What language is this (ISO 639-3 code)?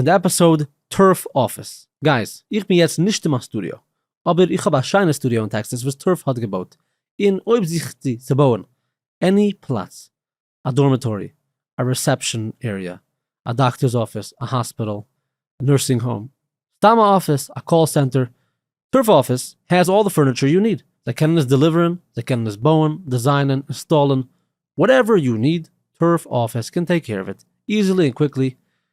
yid